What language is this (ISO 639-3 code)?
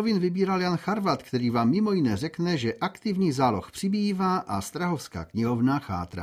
ces